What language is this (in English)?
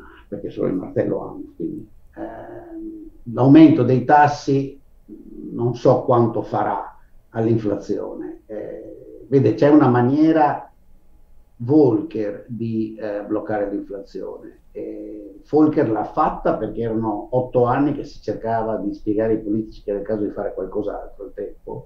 Italian